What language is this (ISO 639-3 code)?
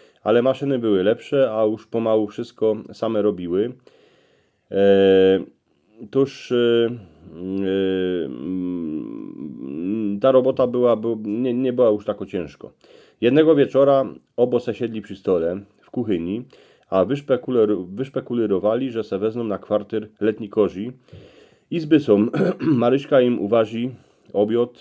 szl